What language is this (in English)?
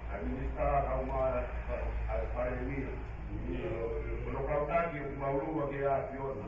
Tongan